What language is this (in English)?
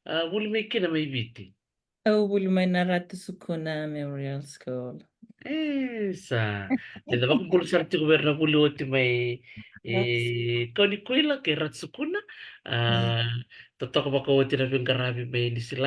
Fijian